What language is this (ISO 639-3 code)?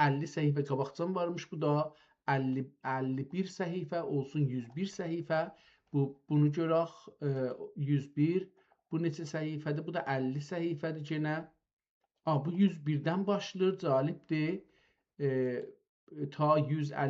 azb